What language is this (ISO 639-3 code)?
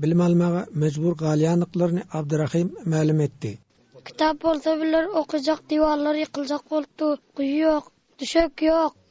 tuk